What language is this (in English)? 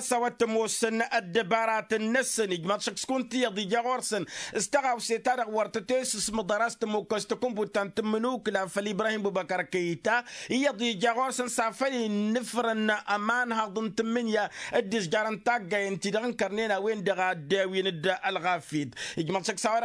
Tamasheq